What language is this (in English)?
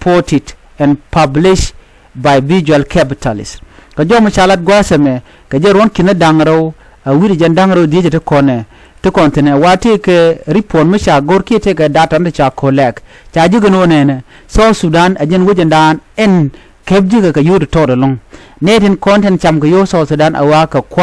Nuer